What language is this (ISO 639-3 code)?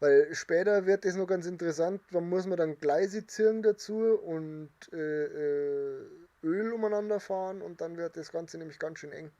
bar